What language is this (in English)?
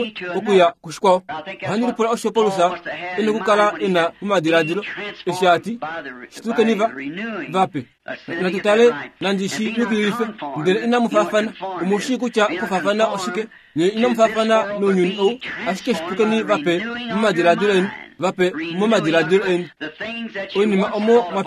Kuanyama